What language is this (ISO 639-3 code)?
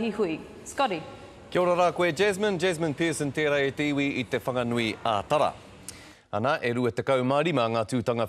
mri